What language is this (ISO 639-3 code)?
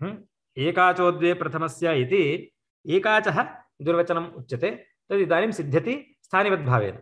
san